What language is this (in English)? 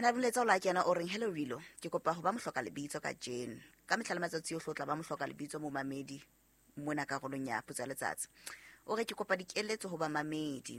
Southern Sotho